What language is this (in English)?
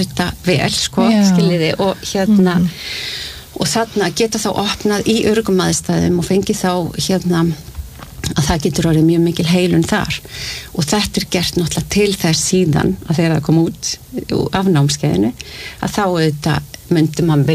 Icelandic